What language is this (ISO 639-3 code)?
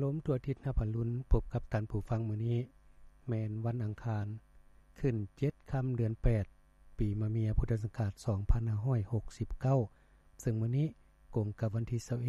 lao